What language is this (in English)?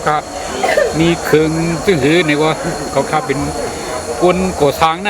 Shan